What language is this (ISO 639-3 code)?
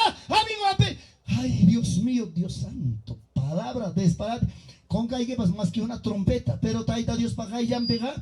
quy